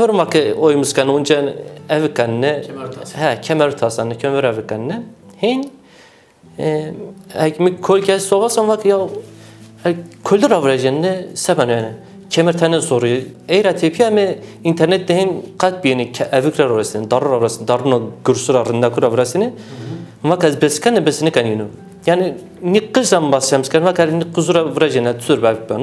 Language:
Zaza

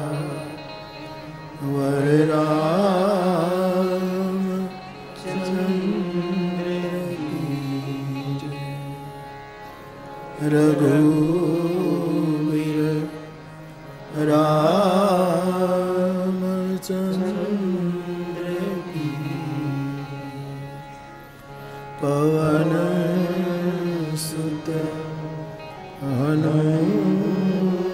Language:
Hindi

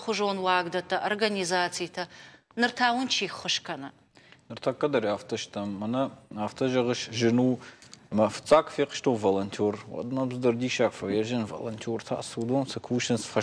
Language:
Ossetic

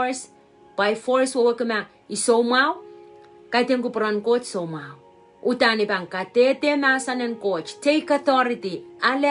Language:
Pohnpeian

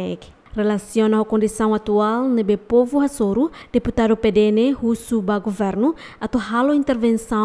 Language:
Tetum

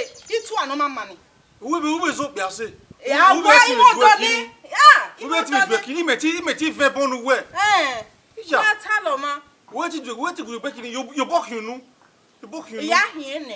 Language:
Bini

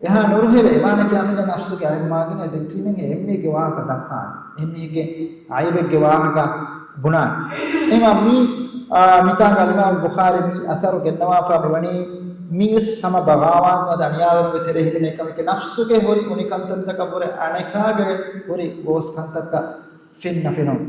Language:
Divehi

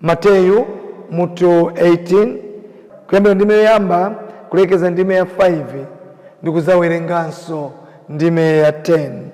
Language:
Nyanja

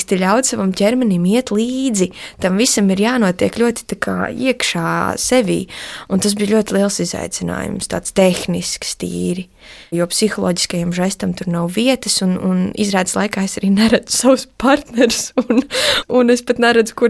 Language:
Latvian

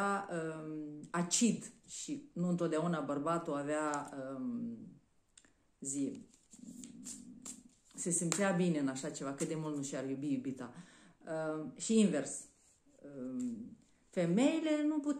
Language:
Romanian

